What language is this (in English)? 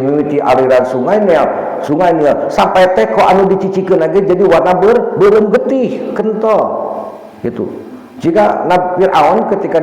Sundanese